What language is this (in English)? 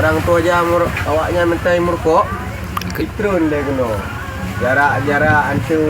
Achinese